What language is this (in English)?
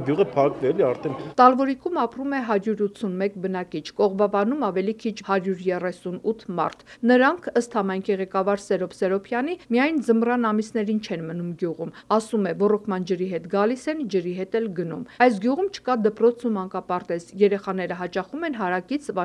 Armenian